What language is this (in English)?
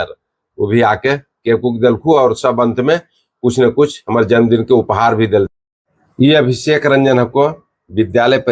Magahi